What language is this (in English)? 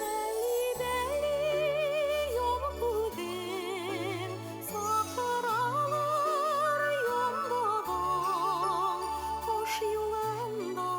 Bashkir